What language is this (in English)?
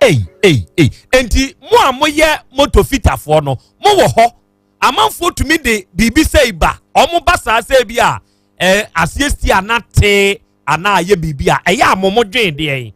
Akan